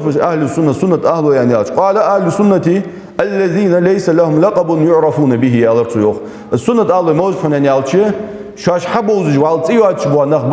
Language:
Ingush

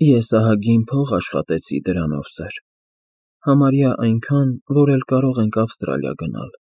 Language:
Armenian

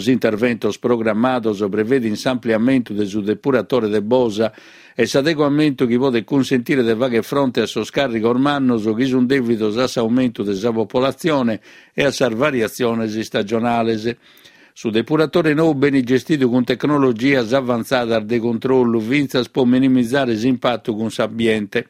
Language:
Sardinian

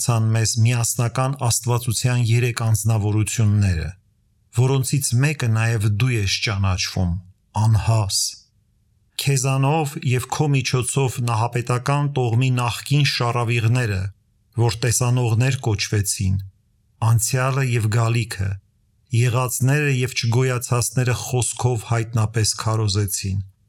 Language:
Armenian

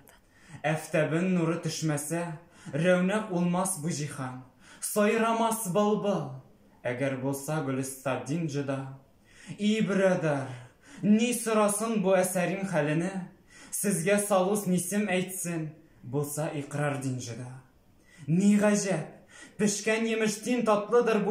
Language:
Bashkir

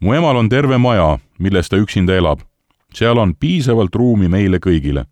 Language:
Estonian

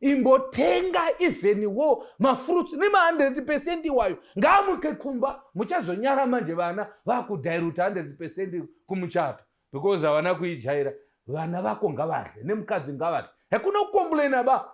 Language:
Shona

